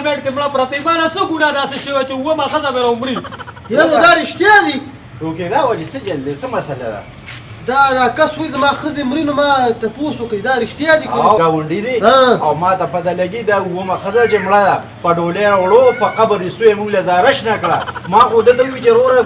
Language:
Pashto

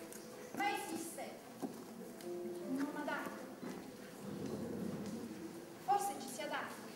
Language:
Italian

